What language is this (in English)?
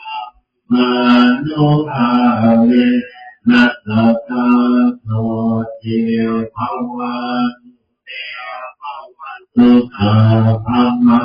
Pali